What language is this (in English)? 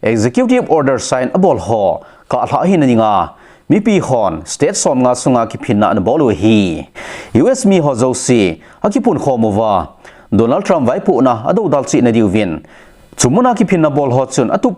Thado Chin